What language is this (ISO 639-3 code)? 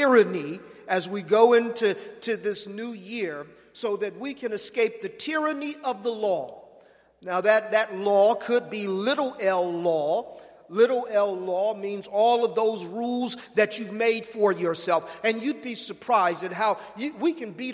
eng